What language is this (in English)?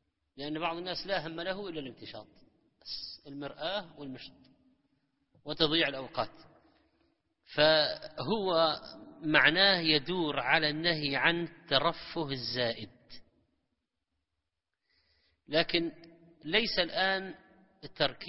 Arabic